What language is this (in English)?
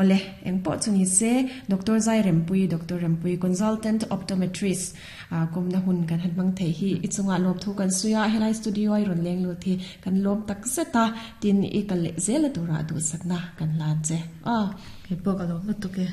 Mizo